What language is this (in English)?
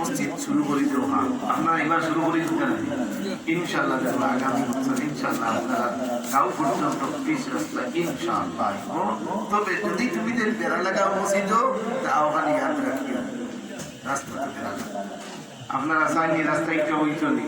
Sylheti